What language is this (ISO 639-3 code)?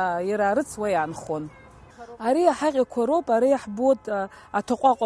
abk